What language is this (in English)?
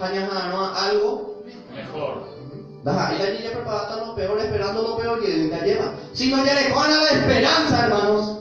Guarani